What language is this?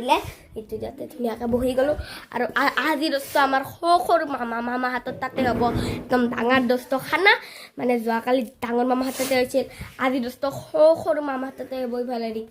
Assamese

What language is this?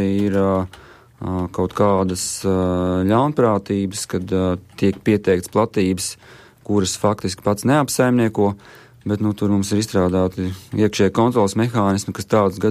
Latvian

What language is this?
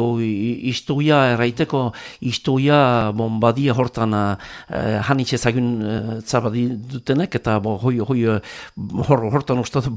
Basque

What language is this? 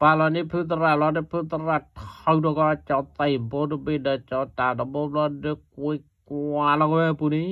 S'gaw Karen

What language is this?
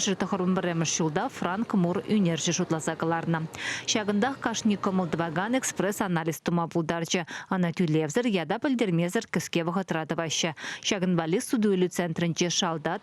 Chuvash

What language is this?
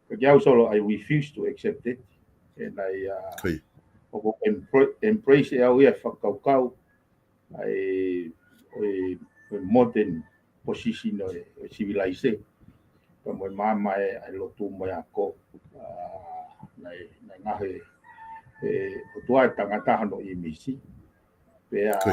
Tongan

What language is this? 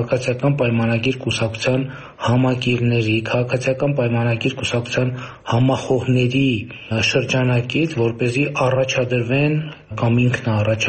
Armenian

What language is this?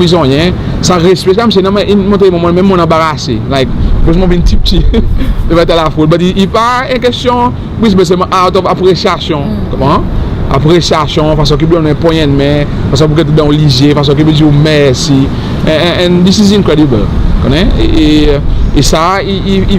Seselwa Creole French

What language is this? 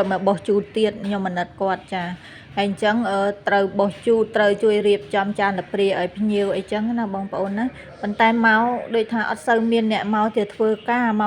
Khmer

